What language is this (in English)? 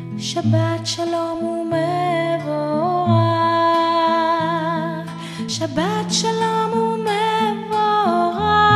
Hebrew